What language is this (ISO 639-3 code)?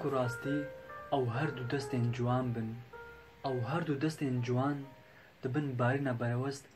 kur